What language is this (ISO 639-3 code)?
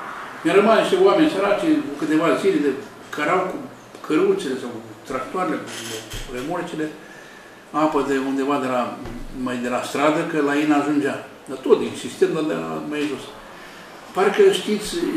ron